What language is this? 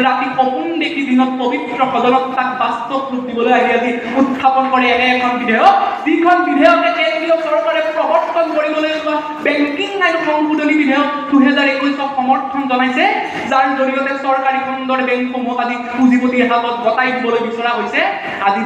Assamese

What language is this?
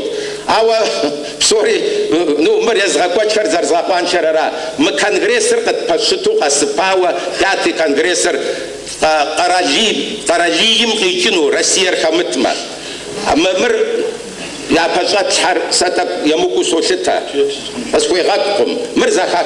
Kabardian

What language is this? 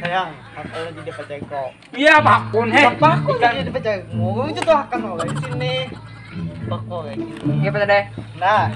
Banjar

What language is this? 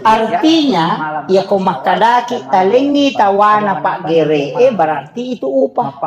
Buginese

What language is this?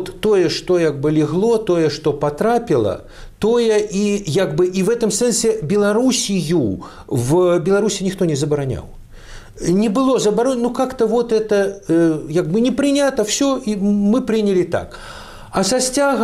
Belarusian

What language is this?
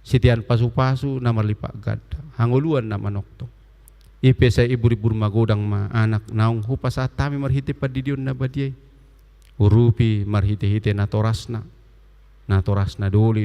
Batak Toba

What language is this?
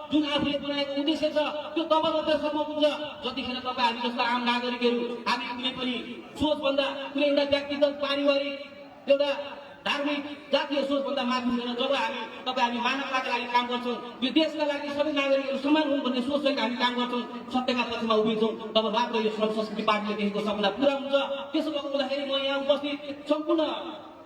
Nepali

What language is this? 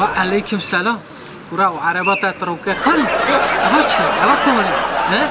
Kurdish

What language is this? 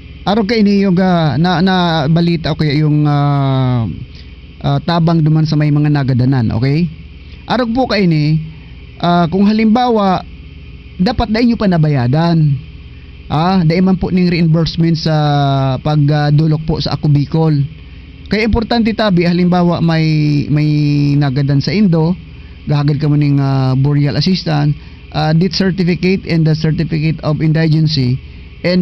Bikol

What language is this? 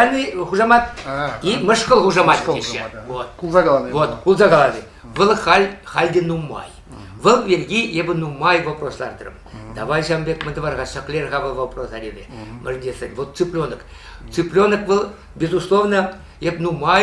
Chuvash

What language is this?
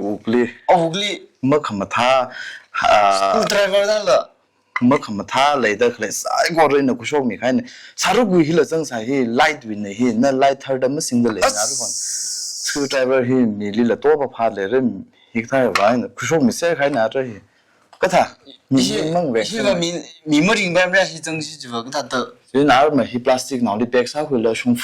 Tangkhul Naga (India)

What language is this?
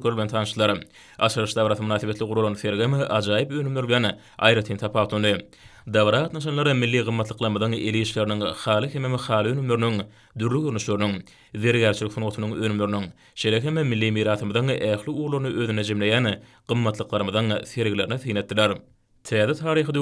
Turkmen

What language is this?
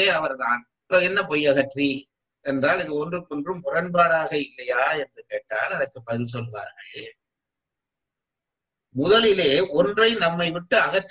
Tamil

